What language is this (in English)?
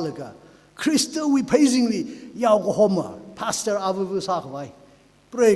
Tangkhul Naga (India)